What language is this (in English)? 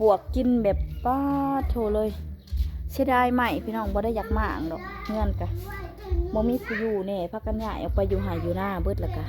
Northeastern Thai